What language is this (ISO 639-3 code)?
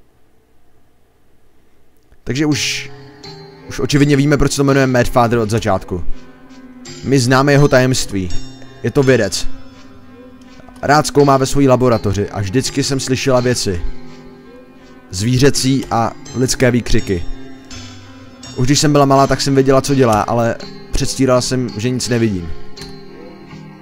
ces